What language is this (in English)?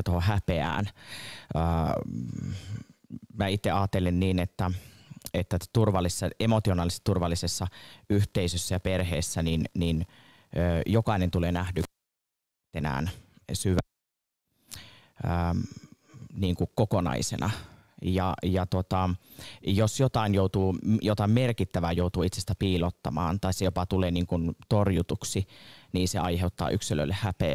Finnish